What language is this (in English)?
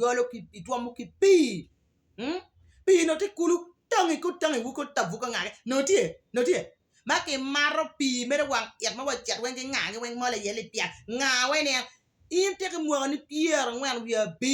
Acoli